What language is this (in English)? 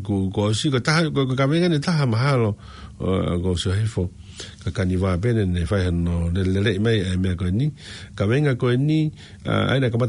Tongan